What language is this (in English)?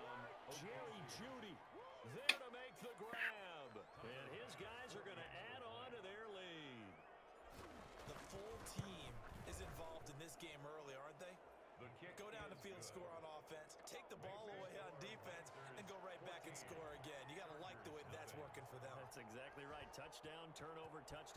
English